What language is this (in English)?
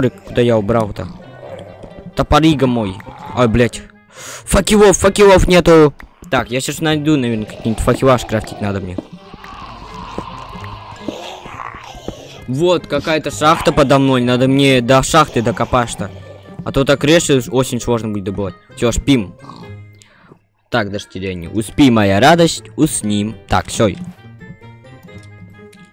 Russian